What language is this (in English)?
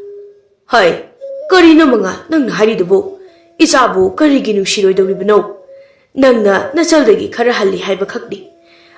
Manipuri